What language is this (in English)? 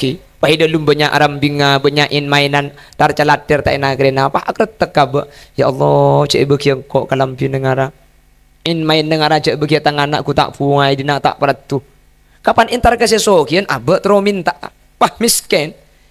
Madurese